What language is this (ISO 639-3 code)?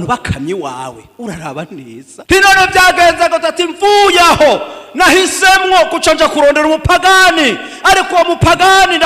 run